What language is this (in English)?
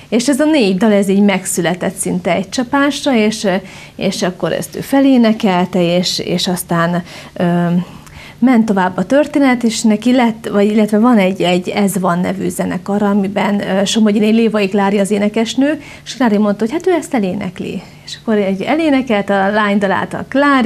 Hungarian